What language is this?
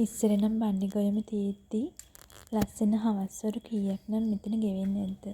Sinhala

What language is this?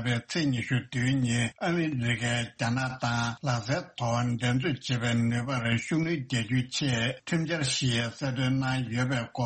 Tibetan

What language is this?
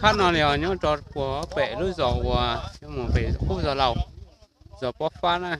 Hmong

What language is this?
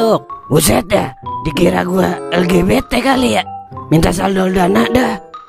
Betawi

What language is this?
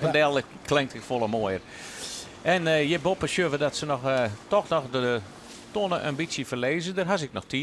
Western Frisian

